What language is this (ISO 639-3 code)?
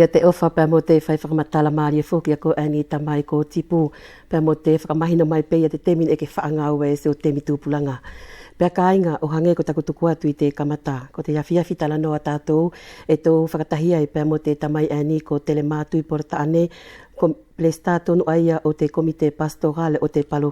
wls